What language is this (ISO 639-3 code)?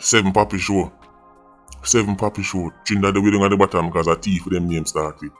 jam